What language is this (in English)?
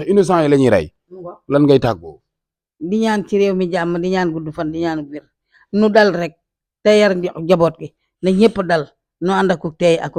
Wolof